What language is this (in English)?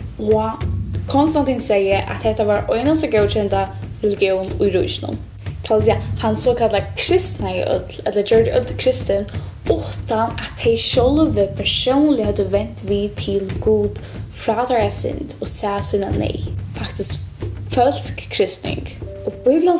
Faroese